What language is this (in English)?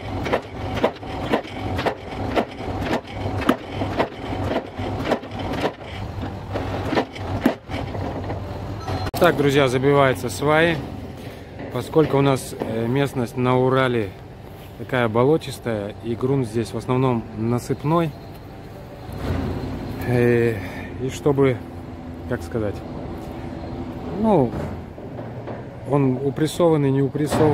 Russian